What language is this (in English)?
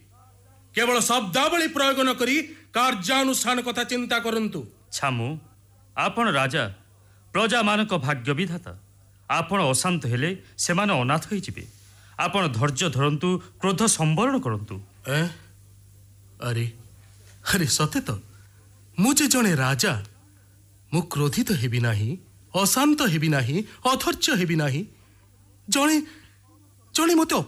Odia